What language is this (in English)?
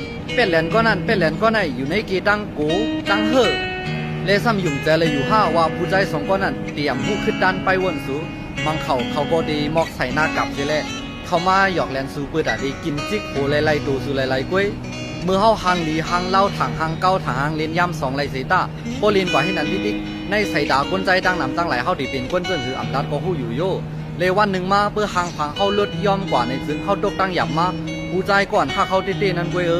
Shan